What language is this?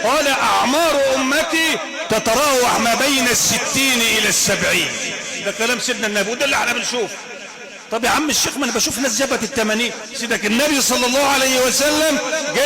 Egyptian Arabic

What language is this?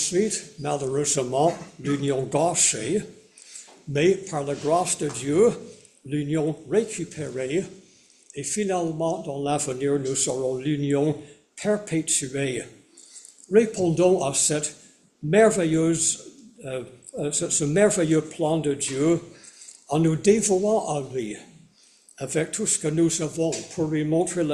French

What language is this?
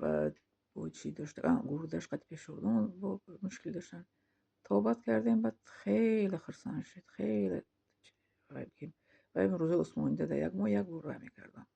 Tajik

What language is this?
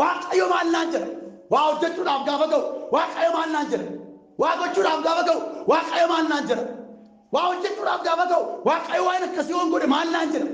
Oromo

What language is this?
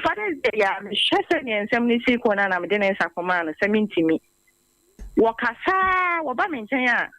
Akan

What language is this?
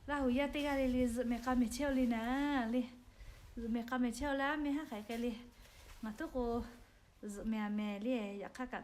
Lahu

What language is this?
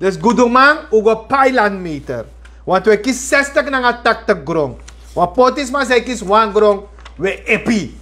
Sranan Tongo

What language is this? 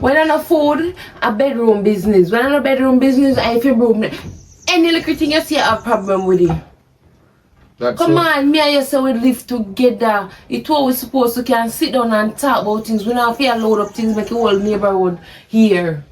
Jamaican Creole English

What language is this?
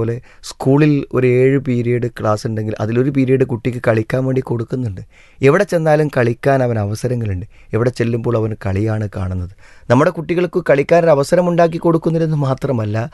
Malayalam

